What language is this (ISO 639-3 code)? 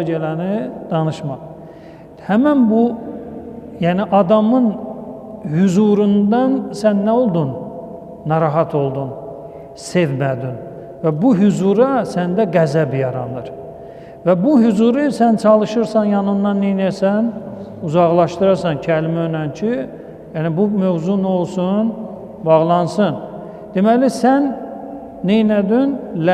aze